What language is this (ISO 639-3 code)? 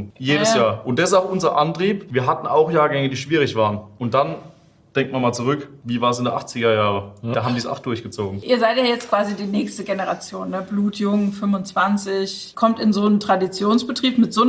deu